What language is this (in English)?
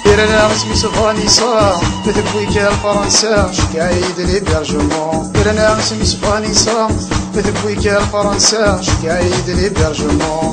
Kabyle